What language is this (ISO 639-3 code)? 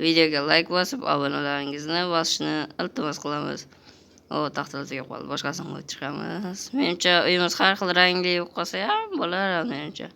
uzb